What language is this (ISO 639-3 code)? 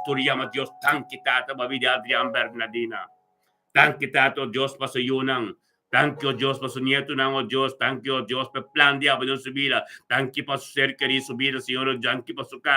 pap